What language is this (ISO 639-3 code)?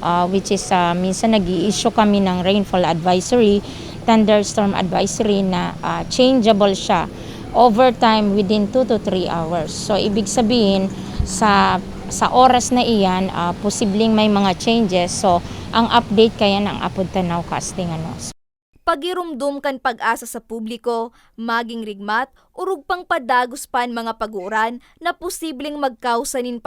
bik